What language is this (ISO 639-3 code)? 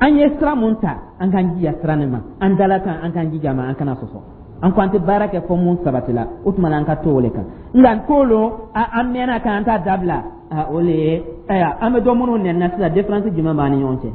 dyu